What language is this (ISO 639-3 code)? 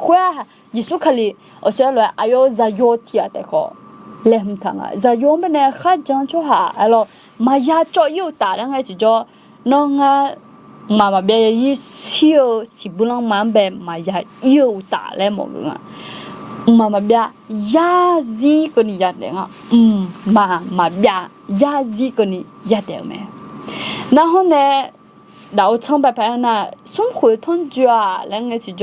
ahk